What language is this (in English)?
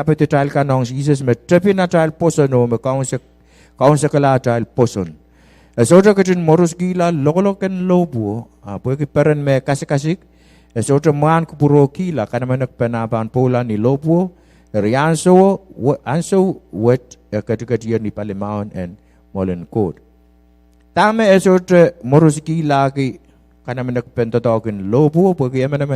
Pohnpeian